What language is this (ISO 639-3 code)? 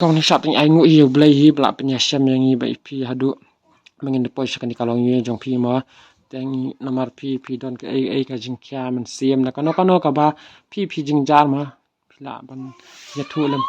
kha